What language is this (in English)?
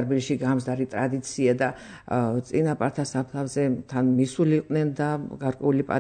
Georgian